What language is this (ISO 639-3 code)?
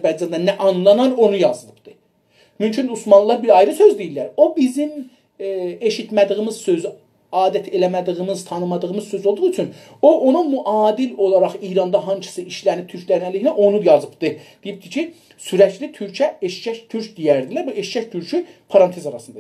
azb